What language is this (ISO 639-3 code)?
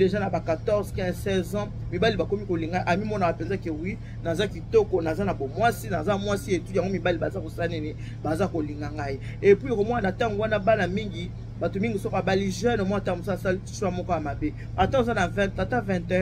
lin